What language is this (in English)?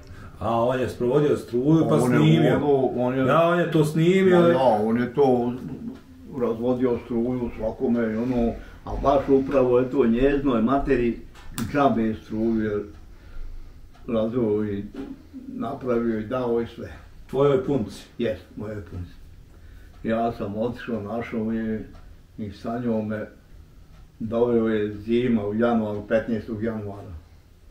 Bosnian